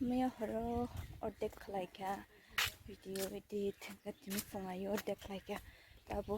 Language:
Kok Borok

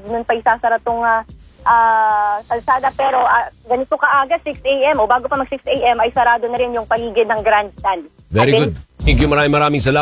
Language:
Filipino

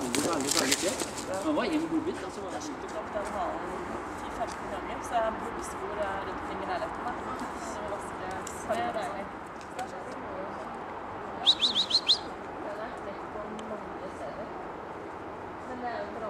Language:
Norwegian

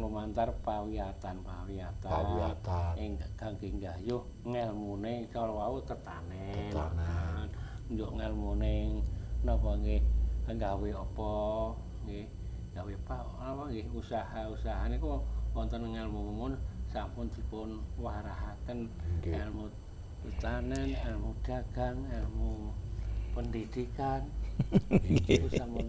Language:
Javanese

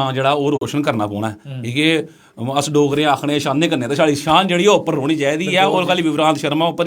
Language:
Dogri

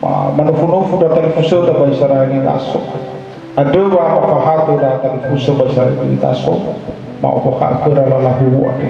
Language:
Nias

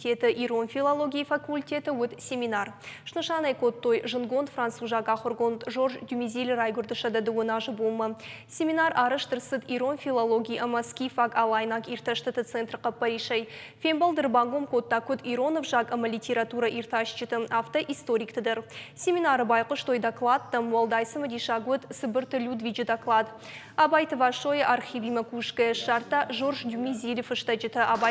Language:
Ossetic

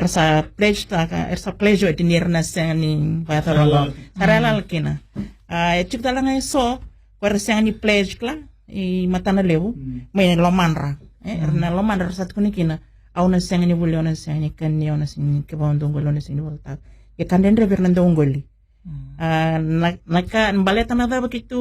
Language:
Fijian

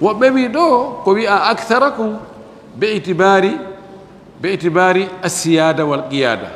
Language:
Fula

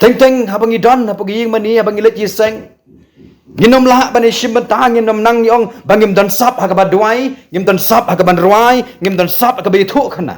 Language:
Khasi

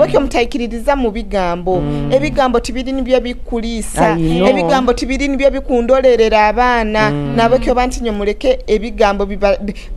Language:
Nyoro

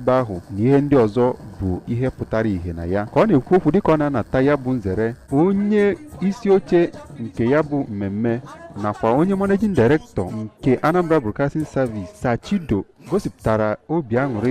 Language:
Igbo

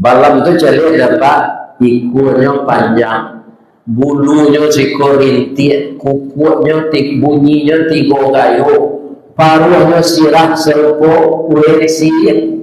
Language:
Minangkabau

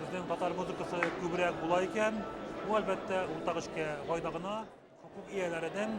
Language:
Tatar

